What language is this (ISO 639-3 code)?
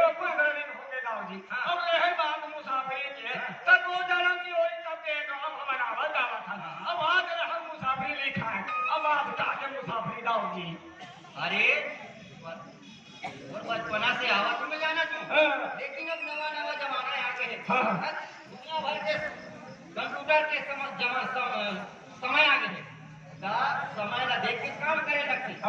hne